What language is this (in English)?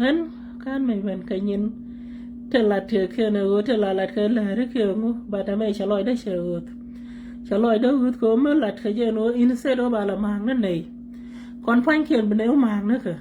Nuer